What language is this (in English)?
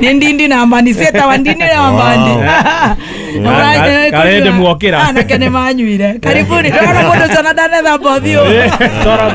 Kikuyu